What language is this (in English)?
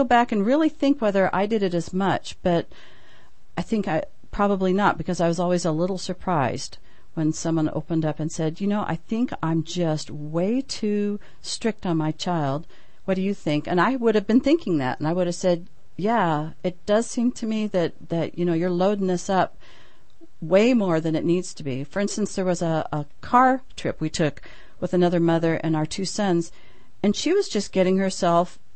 English